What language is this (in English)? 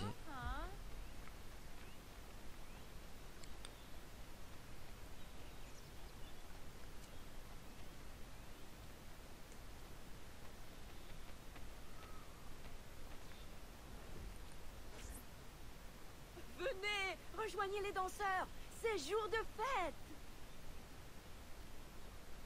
French